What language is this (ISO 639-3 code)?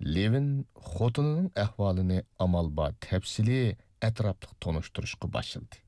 uig